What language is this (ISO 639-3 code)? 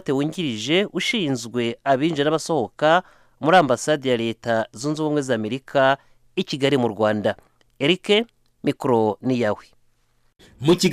kin